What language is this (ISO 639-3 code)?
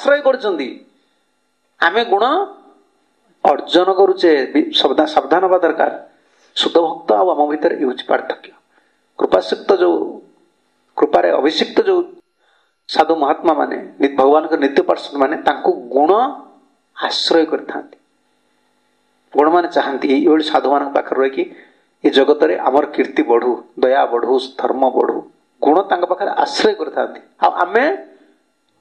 ori